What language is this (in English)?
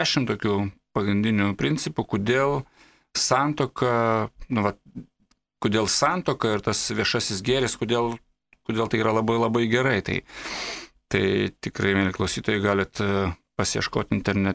Lithuanian